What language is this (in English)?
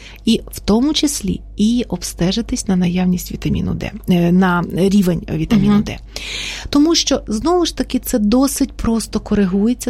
Ukrainian